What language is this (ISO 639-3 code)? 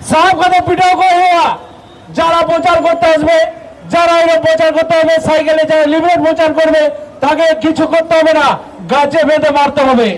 sat